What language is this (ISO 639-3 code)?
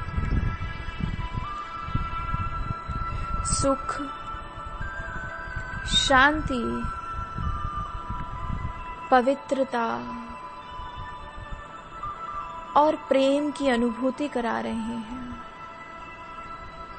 hin